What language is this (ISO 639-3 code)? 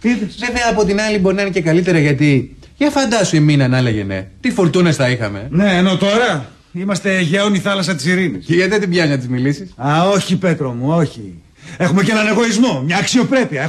ell